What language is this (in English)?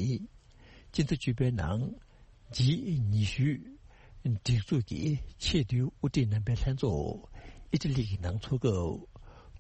Tibetan